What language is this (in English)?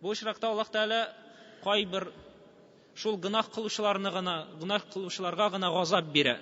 Tatar